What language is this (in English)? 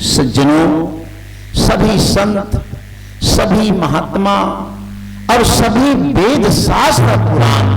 Chhattisgarhi